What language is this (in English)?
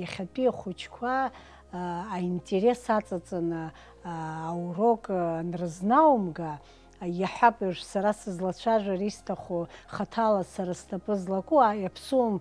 Abkhazian